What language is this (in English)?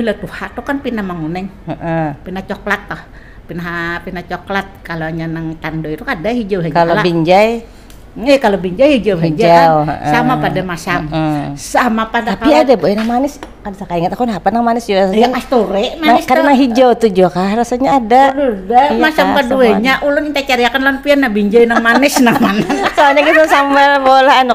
Banjar